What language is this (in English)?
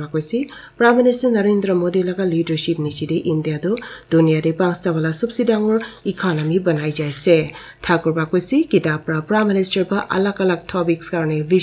Naga Pidgin